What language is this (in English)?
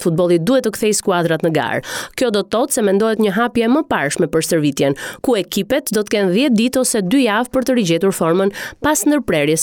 Albanian